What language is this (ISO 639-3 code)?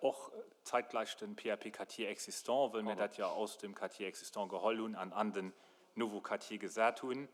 ltz